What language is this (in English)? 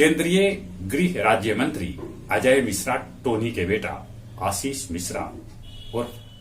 Magahi